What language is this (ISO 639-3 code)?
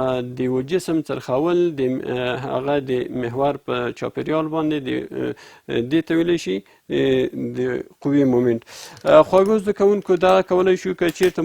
pus